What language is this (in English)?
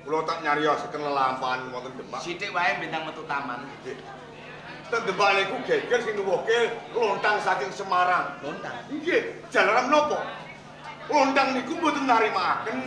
Javanese